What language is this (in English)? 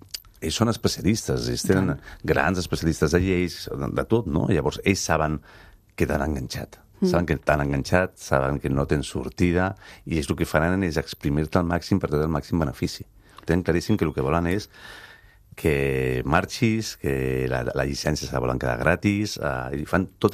Catalan